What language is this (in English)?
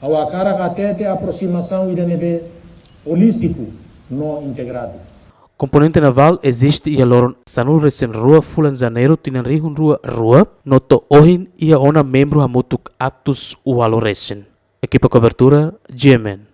Tetum